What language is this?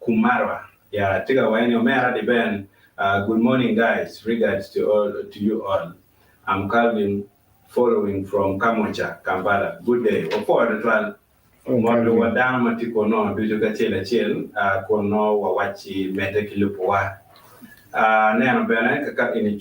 Acoli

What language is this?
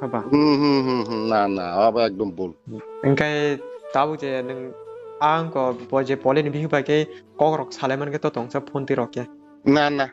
Kok Borok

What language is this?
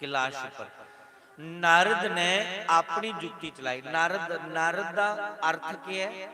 Dogri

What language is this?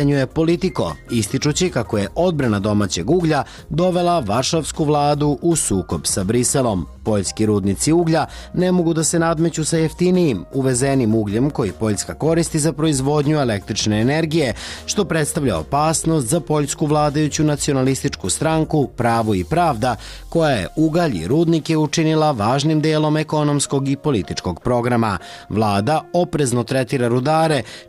Serbian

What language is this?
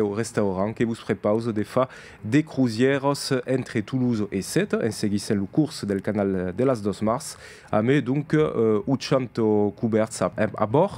Occitan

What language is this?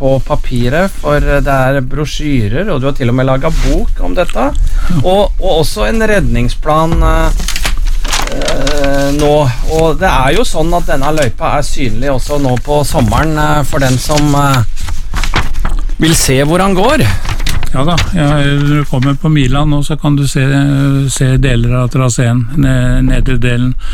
Norwegian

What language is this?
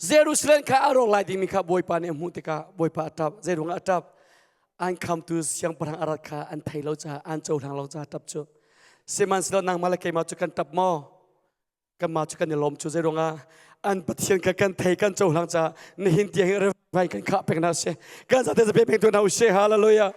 Hakha Chin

